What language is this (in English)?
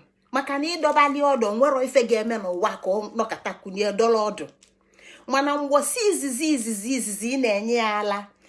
Igbo